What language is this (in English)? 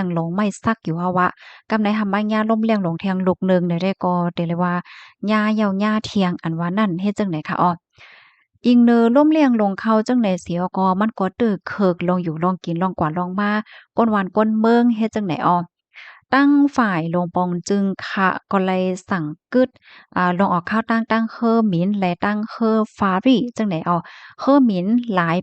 Shan